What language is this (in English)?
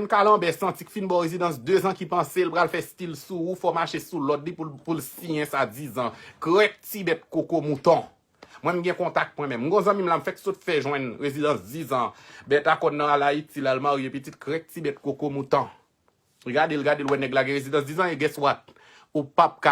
Haitian Creole